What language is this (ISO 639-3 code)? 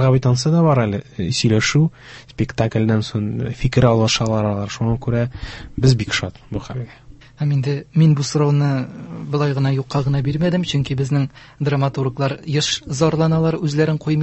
tat